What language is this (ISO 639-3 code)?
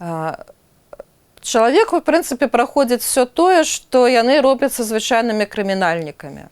bel